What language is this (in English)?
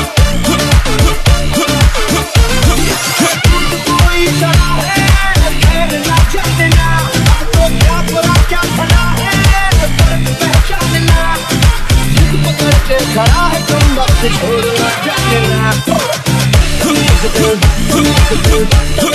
Hindi